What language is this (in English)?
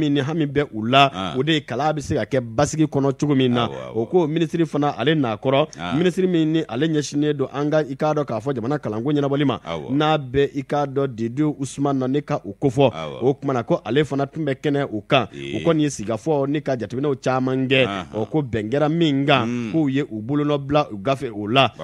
Bambara